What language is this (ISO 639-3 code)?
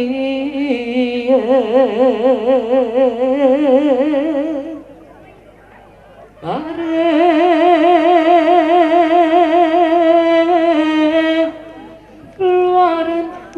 ron